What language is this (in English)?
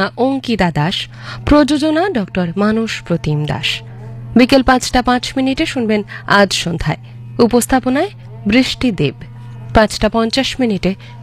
Bangla